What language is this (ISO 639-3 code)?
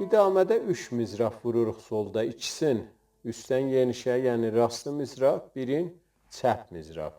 azb